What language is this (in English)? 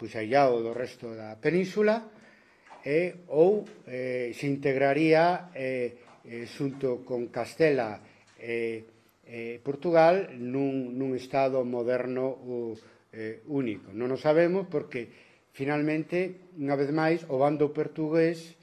Galician